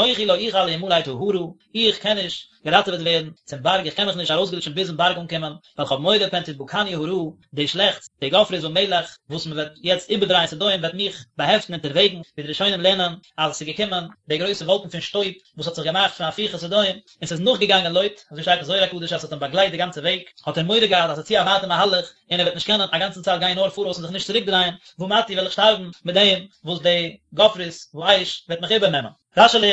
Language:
Yiddish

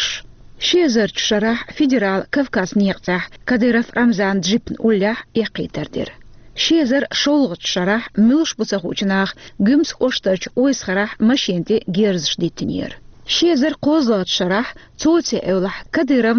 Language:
Chechen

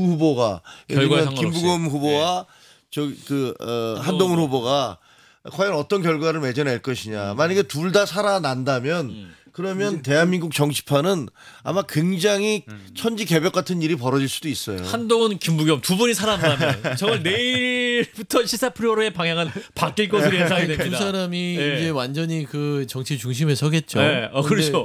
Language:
Korean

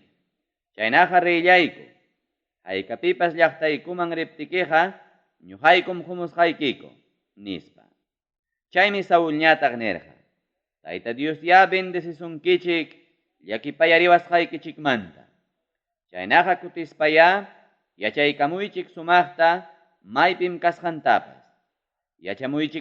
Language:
Ayacucho Quechua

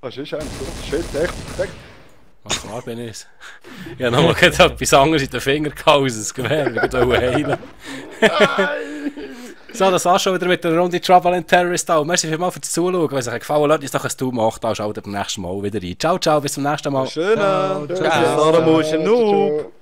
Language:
Swiss German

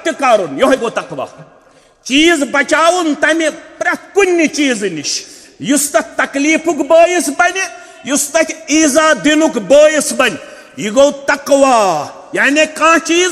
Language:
Kashmiri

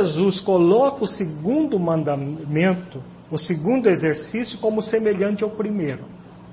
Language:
Portuguese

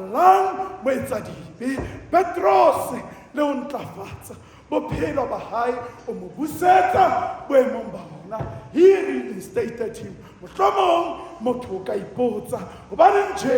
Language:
Southern Sotho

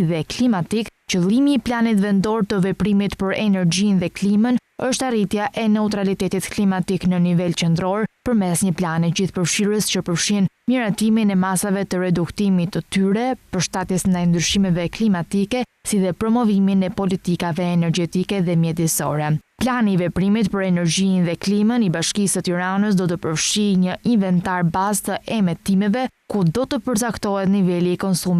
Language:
Albanian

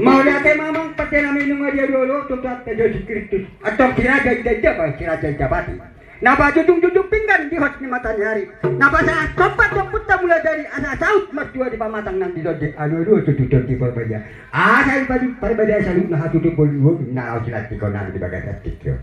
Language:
Batak Toba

